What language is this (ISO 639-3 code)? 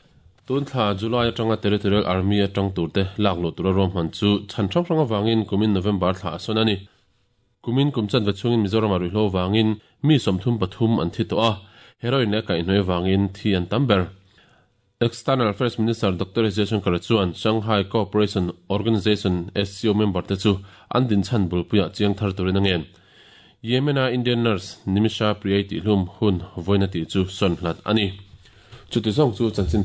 lus